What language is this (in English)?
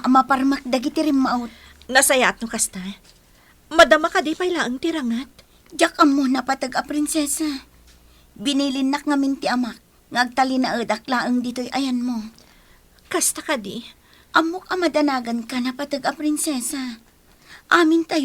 Iloko